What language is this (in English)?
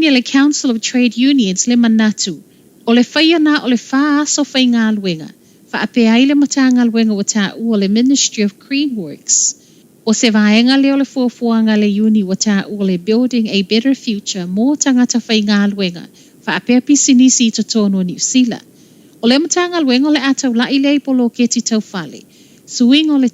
Samoan